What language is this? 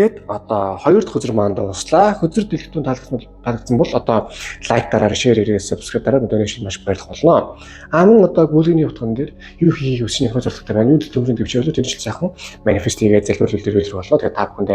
Mongolian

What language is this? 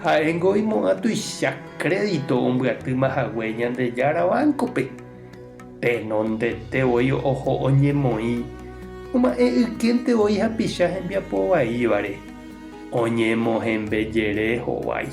Guarani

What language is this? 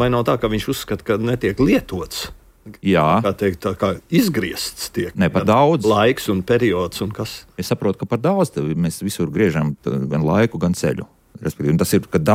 Latvian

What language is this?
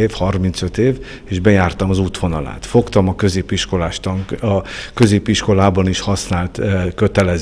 Hungarian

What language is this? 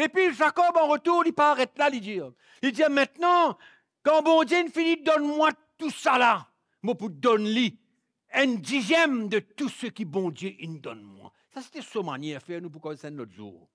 Morisyen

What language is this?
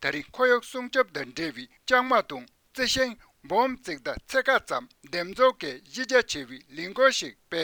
Tibetan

